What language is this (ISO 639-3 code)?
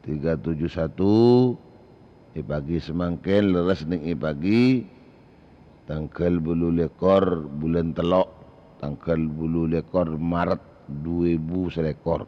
mad